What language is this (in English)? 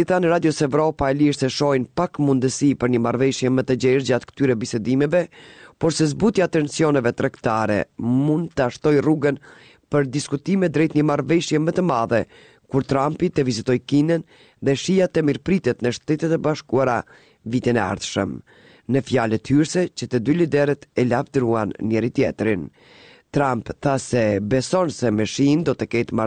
Albanian